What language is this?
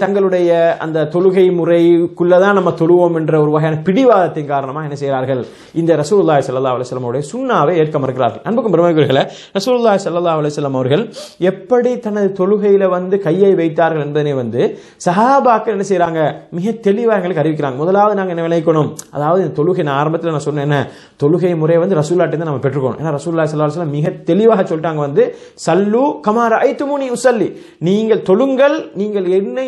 Tamil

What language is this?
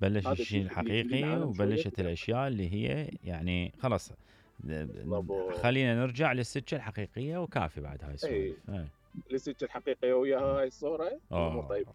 Mesopotamian Arabic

